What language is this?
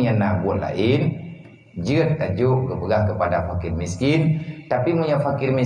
Achinese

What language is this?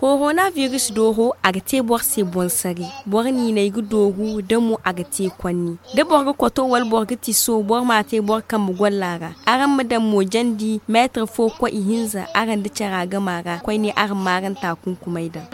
Zarma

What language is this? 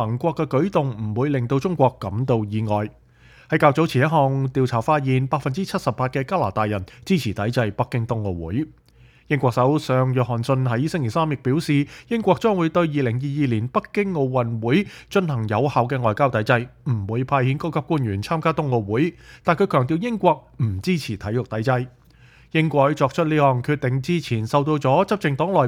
Cantonese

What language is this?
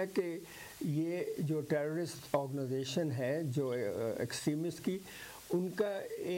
Urdu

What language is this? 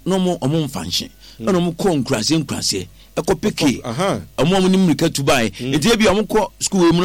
Akan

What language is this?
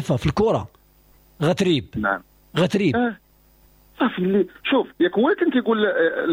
Moroccan Arabic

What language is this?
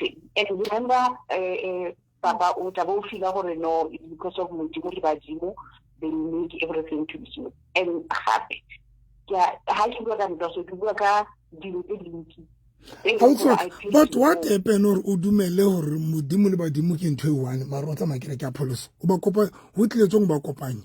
Southern Sotho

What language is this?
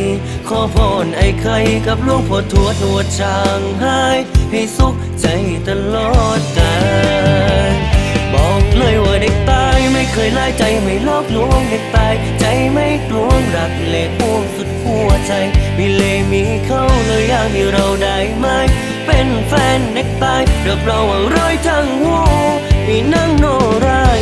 Thai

